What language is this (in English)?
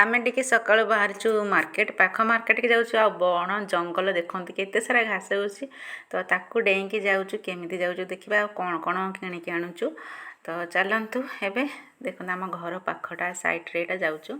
Odia